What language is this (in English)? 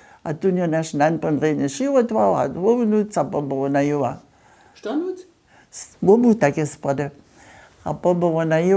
Upper Sorbian